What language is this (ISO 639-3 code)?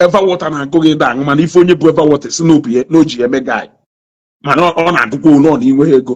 ibo